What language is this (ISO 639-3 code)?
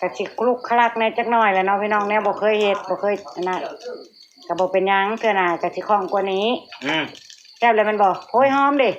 tts